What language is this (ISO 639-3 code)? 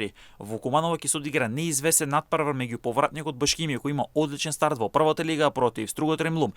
mkd